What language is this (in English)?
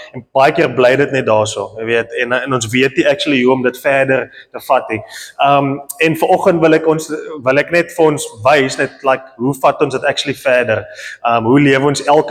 Afrikaans